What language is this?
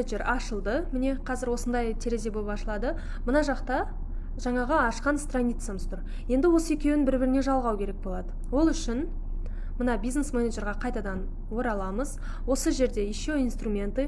Kazakh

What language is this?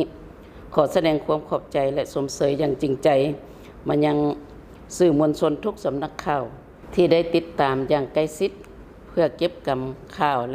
Lao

